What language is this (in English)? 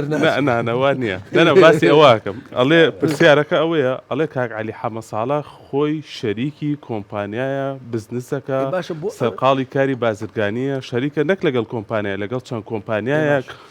Central Kurdish